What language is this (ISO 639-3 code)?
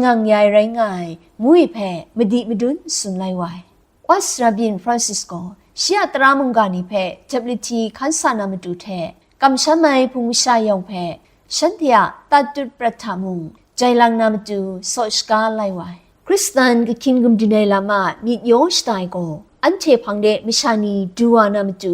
kac